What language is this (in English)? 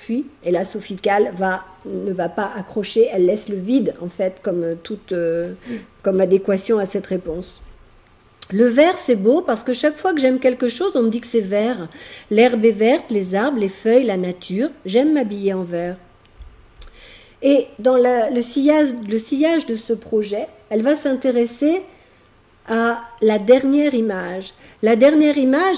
French